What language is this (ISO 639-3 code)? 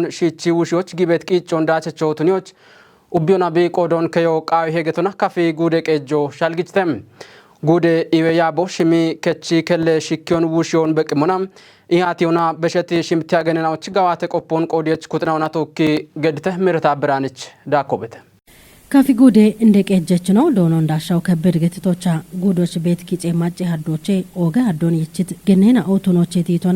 kbr